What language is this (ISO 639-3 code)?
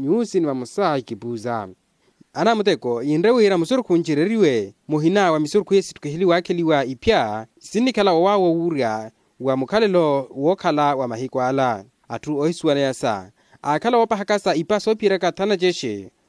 vmw